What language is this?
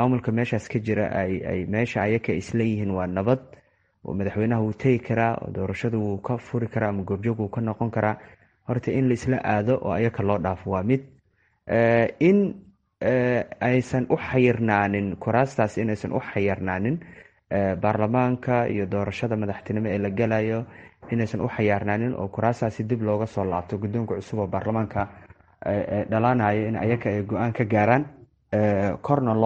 Somali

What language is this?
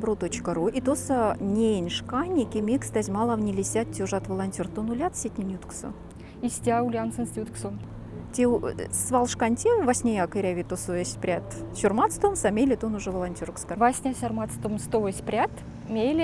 Erzya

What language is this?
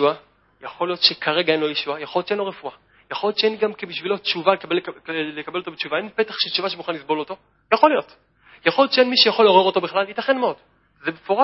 Hebrew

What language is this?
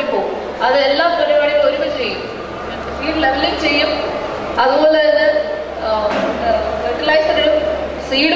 Malayalam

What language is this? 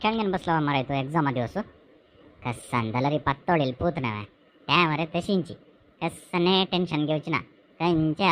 Konkani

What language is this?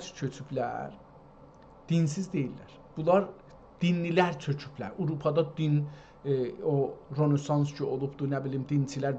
South Azerbaijani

